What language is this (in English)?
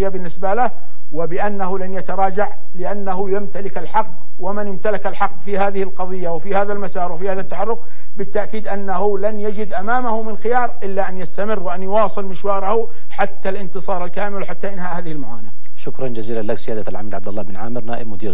Arabic